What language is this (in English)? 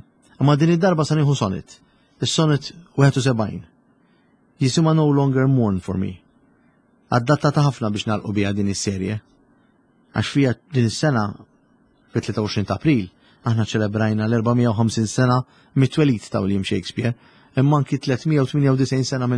Maltese